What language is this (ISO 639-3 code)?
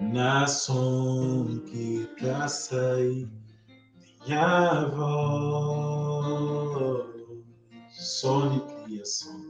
kea